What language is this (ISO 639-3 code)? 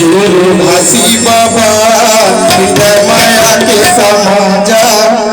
hne